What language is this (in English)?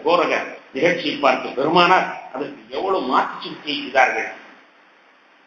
Tamil